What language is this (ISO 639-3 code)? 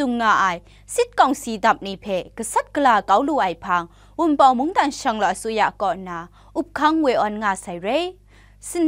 kac